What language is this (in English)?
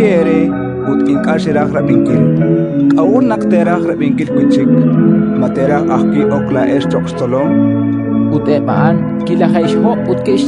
Kekchí